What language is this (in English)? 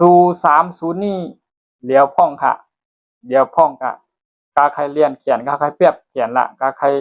Shan